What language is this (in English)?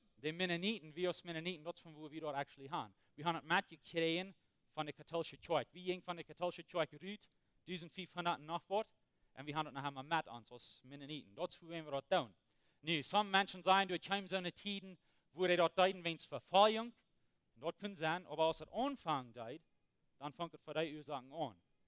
Plautdietsch